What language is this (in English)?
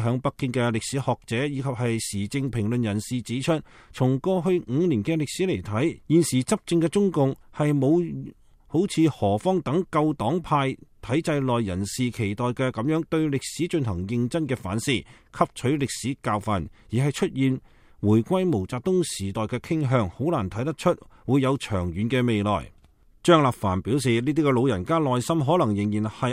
Cantonese